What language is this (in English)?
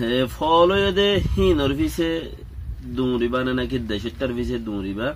Rohingya